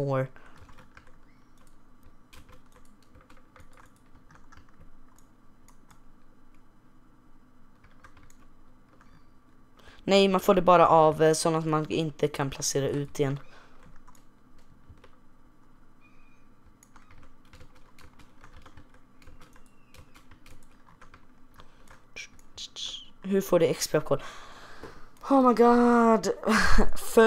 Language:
Swedish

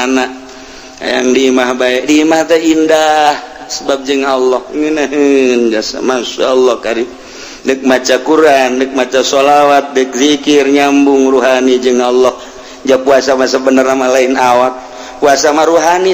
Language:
Sundanese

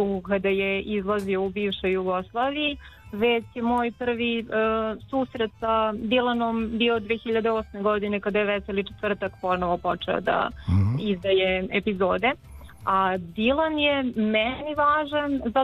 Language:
Serbian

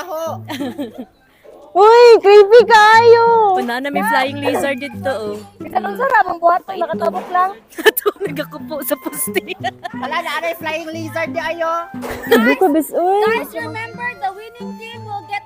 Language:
Cebuano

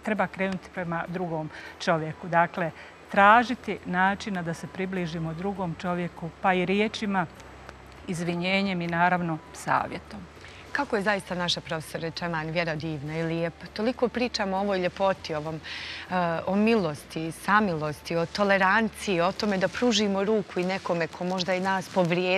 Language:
Bosnian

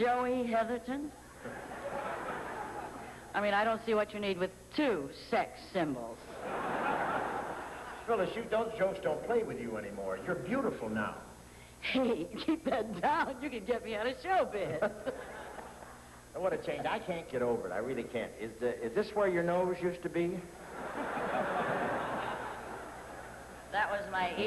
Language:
English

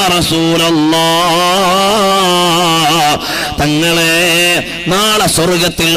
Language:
Malayalam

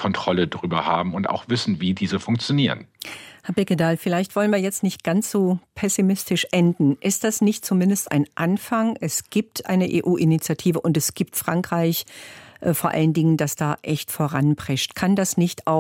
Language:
German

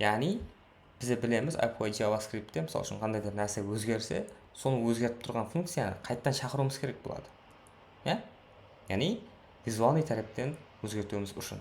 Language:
Kara-Kalpak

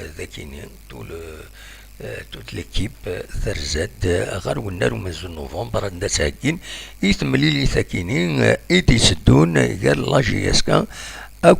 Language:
Kabyle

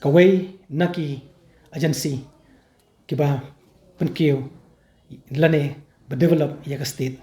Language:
Khasi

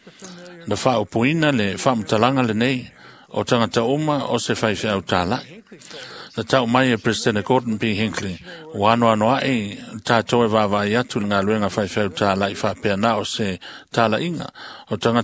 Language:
Samoan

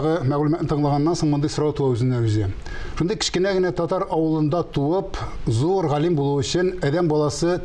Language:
Tatar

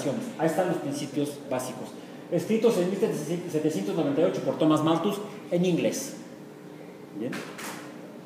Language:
Spanish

